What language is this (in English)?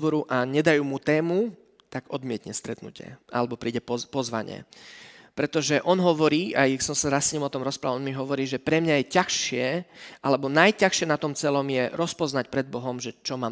Slovak